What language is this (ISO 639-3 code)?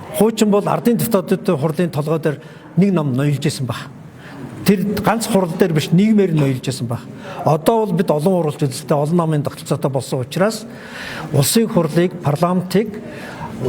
mon